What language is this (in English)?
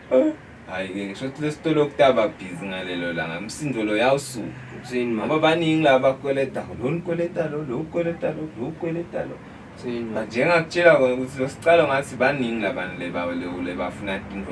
Zulu